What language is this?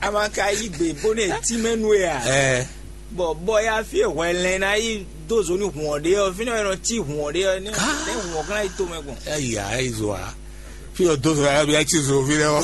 Fon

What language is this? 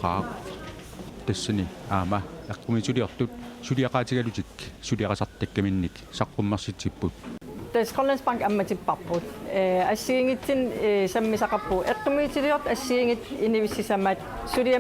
Kalaallisut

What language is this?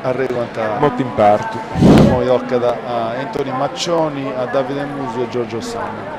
Sardinian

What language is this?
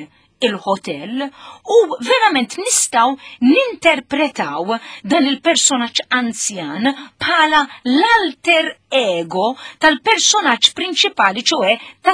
Maltese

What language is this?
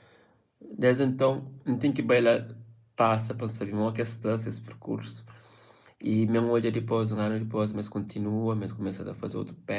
Kabuverdianu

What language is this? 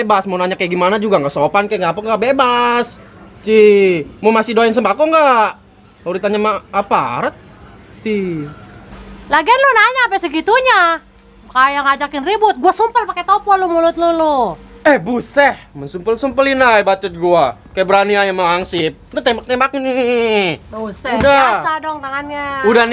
Betawi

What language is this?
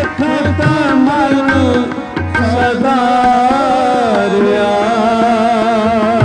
Hindi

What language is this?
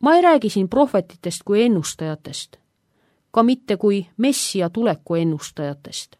Estonian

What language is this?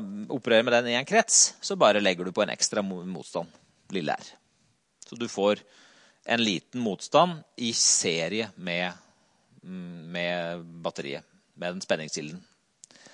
Norwegian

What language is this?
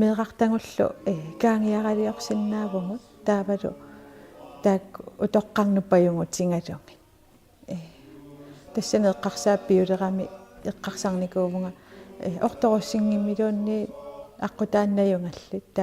Kalaallisut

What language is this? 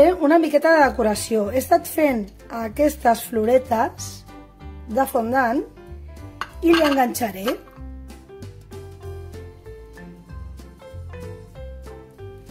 Catalan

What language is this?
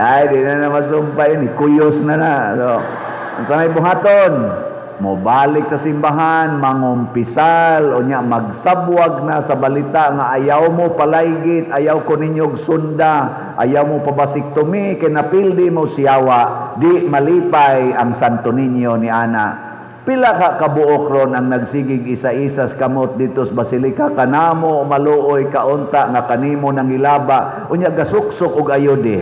Cebuano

